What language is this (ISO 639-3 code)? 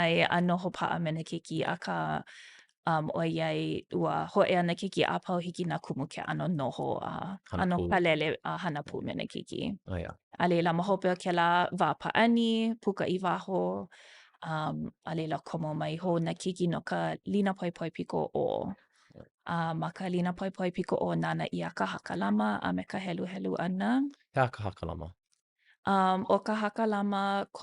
haw